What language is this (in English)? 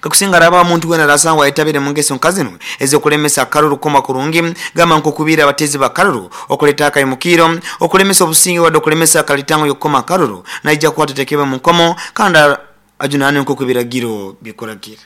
Nyoro